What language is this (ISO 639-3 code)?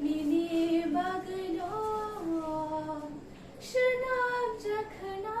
trp